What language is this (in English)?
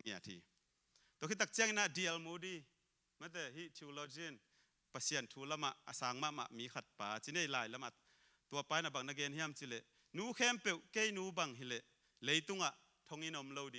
Tedim Chin